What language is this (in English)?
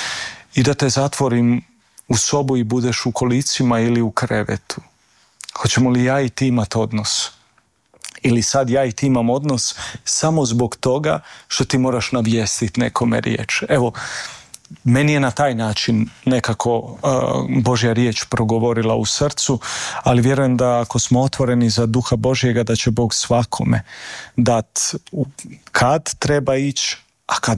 Croatian